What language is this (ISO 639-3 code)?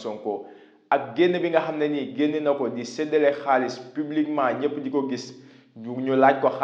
wol